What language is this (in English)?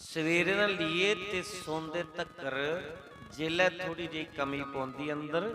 Dogri